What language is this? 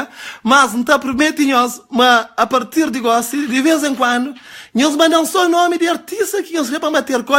Kabuverdianu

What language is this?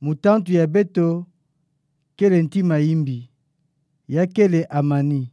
Kituba (Democratic Republic of Congo)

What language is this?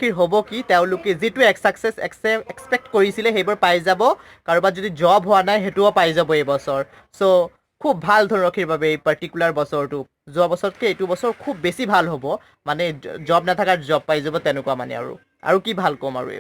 Assamese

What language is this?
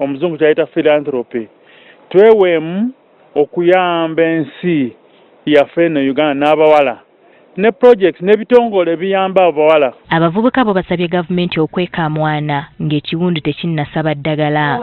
Ganda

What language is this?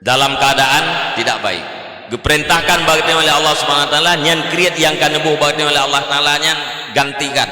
Achinese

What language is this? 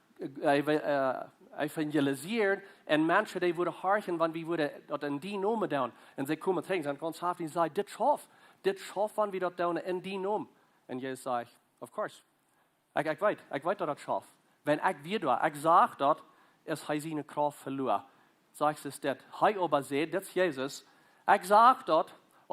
Plautdietsch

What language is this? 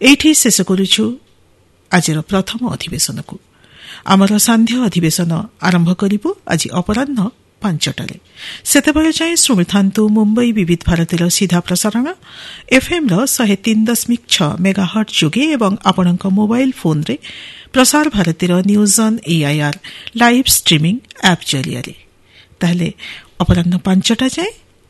Odia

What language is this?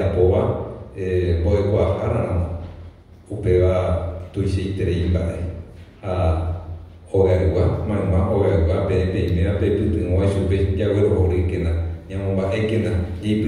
Guarani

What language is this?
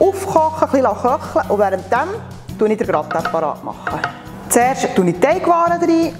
Swiss German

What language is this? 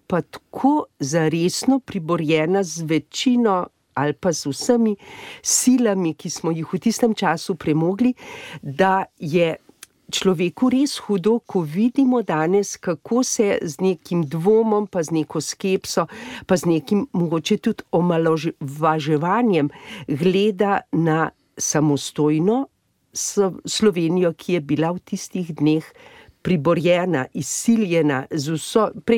Slovenian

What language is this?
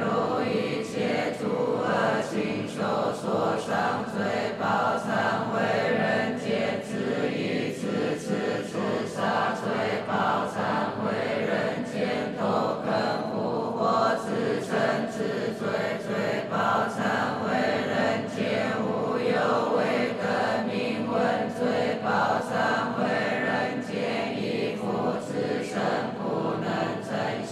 Chinese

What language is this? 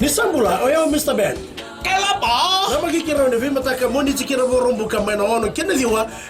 Fijian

